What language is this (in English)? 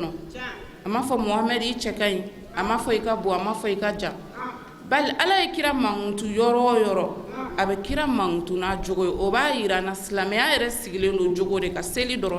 Bambara